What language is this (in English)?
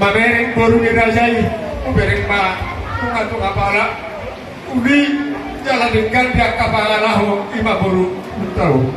Batak Toba